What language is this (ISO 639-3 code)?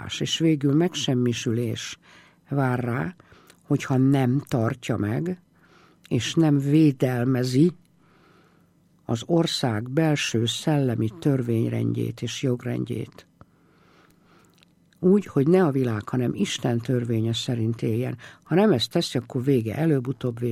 hun